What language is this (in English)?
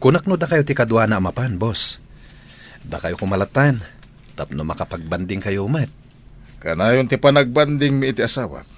Iloko